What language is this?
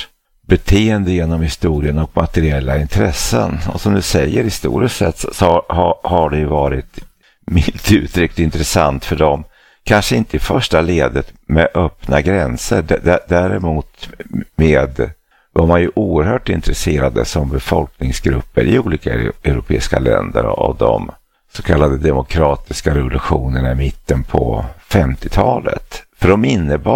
Swedish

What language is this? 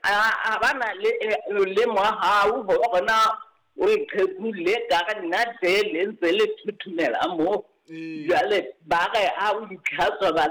Southern Sotho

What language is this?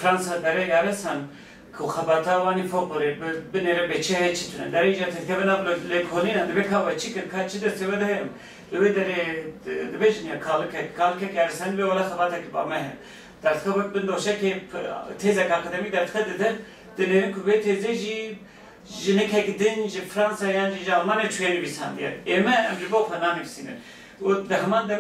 Kurdish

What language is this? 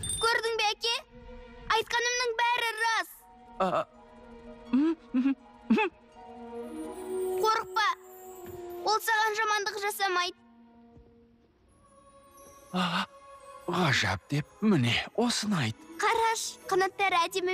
Kazakh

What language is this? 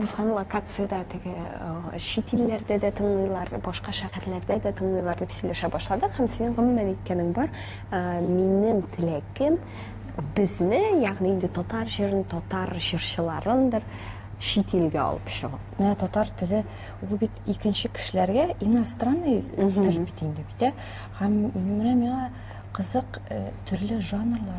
Tatar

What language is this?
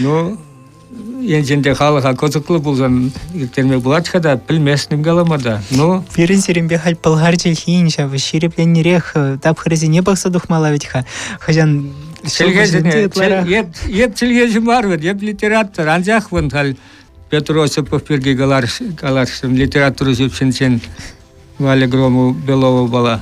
Chuvash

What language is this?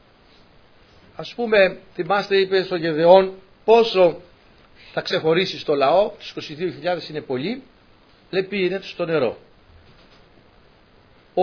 Greek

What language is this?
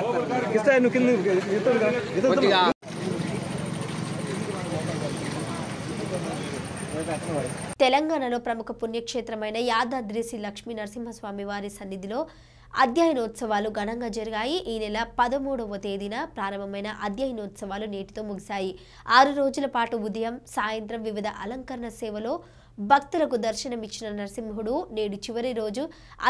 Telugu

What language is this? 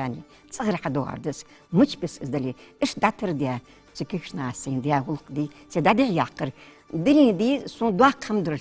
Ingush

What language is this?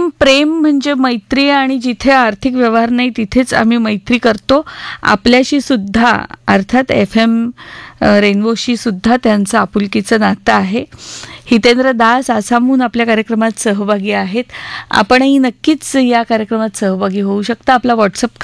Marathi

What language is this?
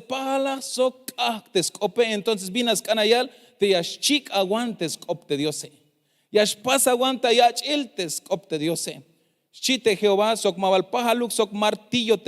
Tzeltal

